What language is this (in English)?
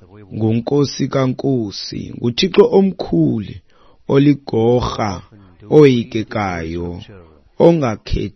Xhosa